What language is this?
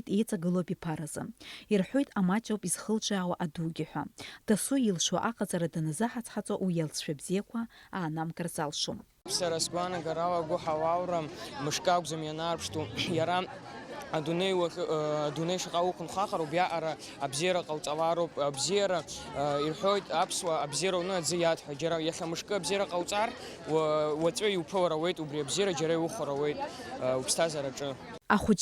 Abkhazian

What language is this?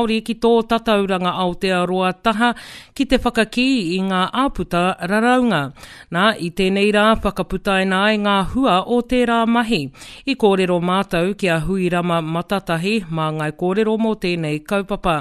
Māori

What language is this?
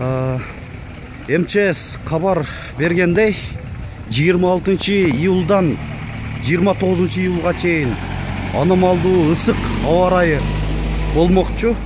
Kyrgyz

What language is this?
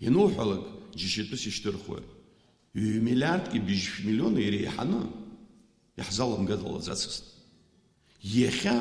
Abkhazian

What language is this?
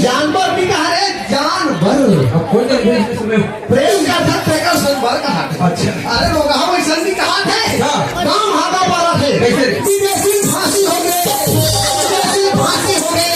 Chhattisgarhi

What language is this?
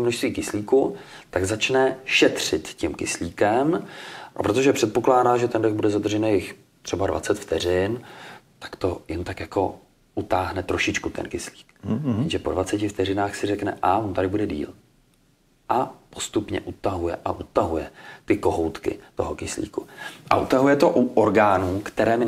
Czech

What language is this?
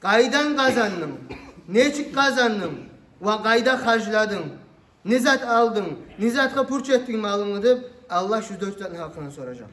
Kumyk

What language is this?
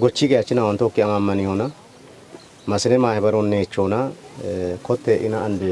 Kafa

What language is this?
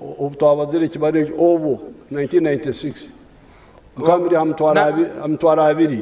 Nyankole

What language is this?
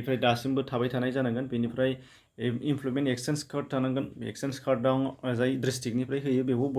Bodo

